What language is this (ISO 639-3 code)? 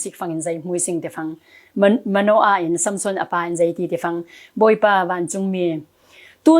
cfm